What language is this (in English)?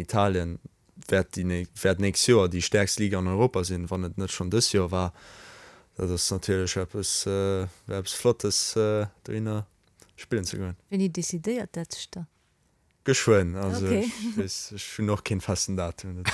Luxembourgish